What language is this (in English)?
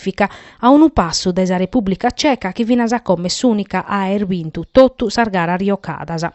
Sardinian